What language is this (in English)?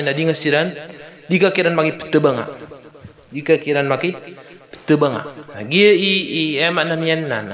Maranao